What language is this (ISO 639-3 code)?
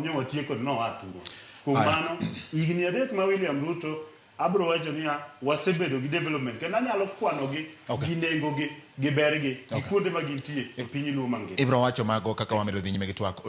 luo